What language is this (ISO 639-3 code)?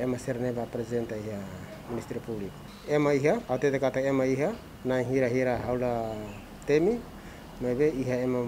tet